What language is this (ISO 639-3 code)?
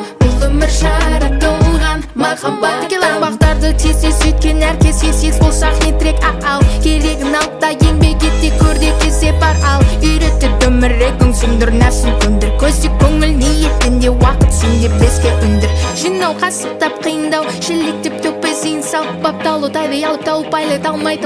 kaz